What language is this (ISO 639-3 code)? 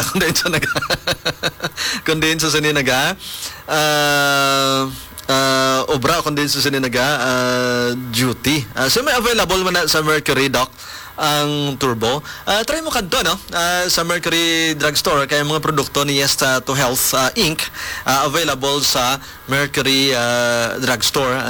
hil